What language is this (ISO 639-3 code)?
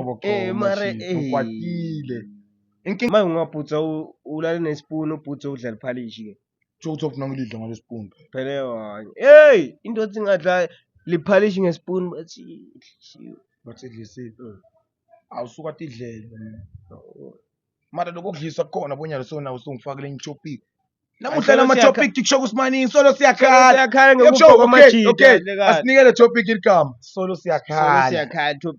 zul